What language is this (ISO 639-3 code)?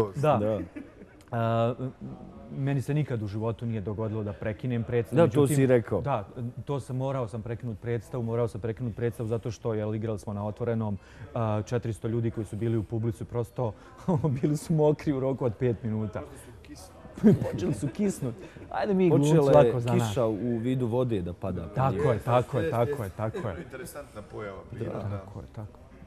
bos